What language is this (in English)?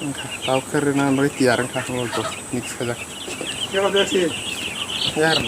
Kok Borok